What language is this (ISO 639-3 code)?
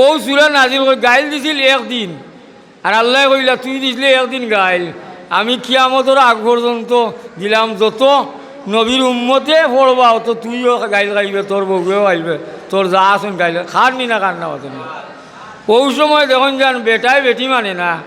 syl